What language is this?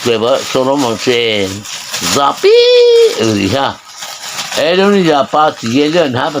Mara Chin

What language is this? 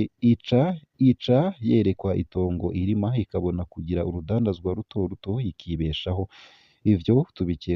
Rundi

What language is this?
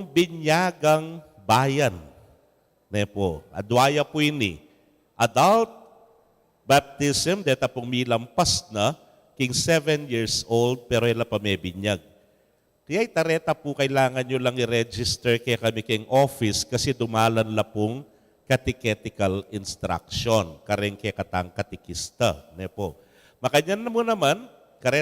Pampanga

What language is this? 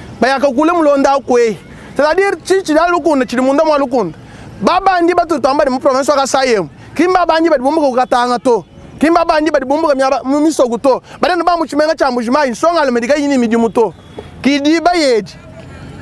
Luba-Lulua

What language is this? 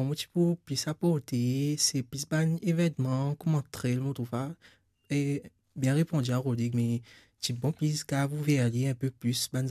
Morisyen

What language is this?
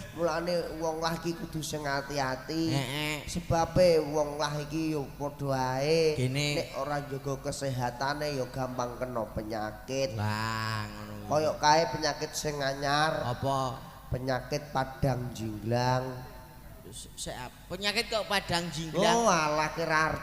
Javanese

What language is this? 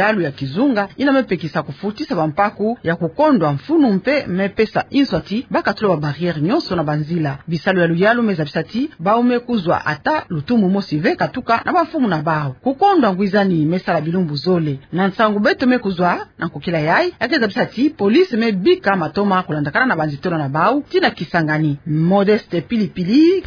Kituba (Democratic Republic of Congo)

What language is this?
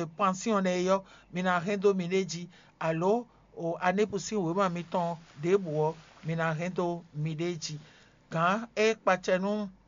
Fon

